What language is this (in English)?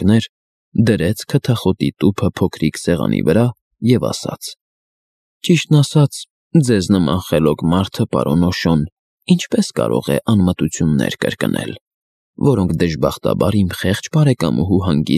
Armenian